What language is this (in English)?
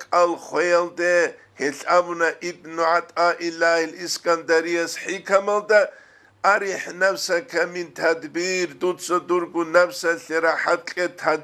Avaric